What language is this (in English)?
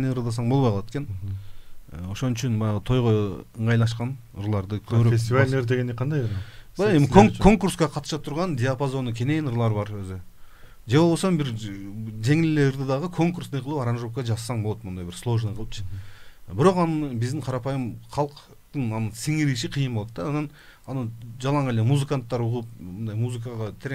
Kyrgyz